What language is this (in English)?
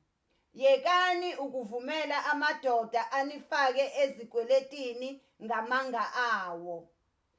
Zulu